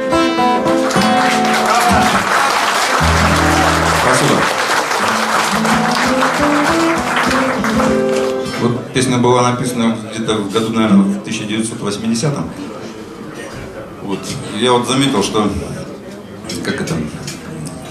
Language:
Russian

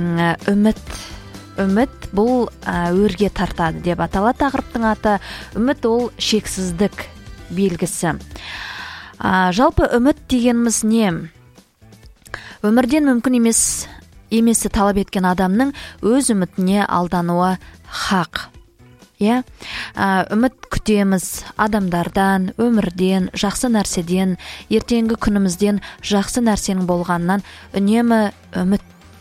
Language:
Kazakh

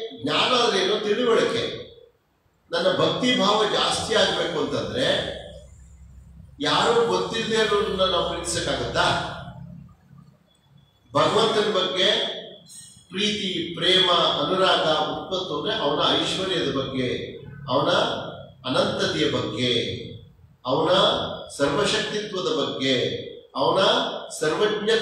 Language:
Kannada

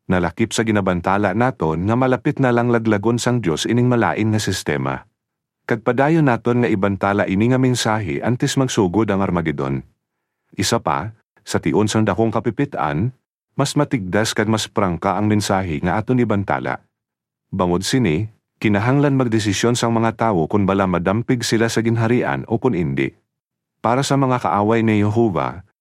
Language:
Hiligaynon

